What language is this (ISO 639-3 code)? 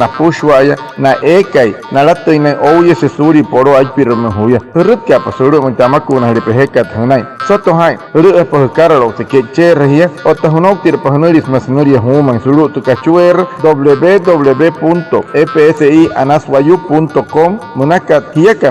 guc